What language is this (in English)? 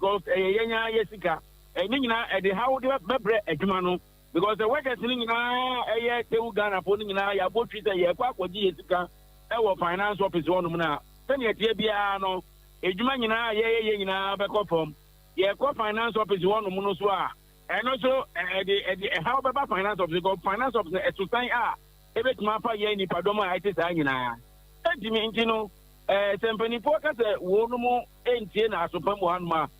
Akan